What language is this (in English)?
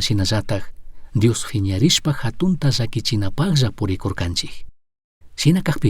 Chimborazo Highland Quichua